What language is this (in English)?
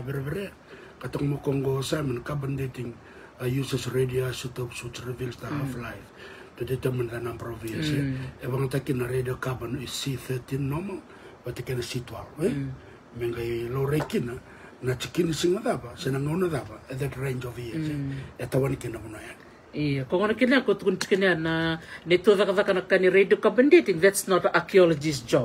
Fijian